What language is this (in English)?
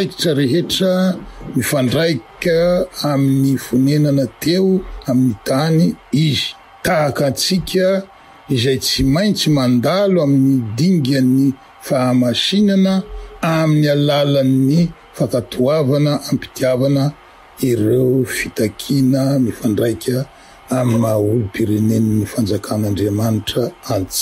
Malagasy